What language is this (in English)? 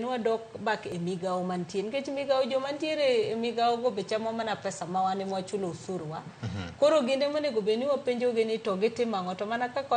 Luo (Kenya and Tanzania)